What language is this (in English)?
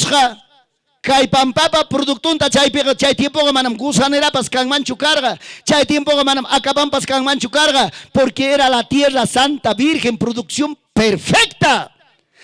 Ayacucho Quechua